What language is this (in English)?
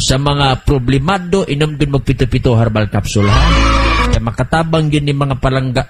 Cebuano